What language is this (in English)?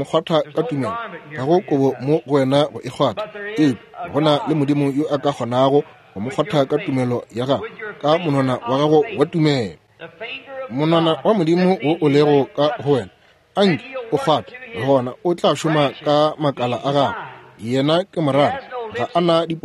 Northern Sotho